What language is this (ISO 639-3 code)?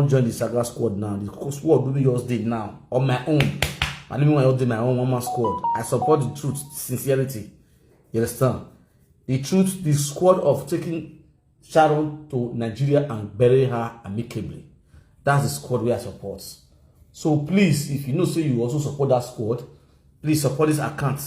pcm